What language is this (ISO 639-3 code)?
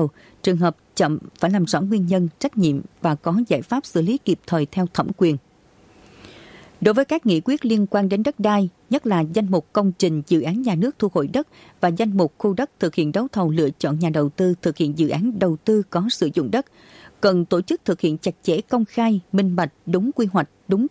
vie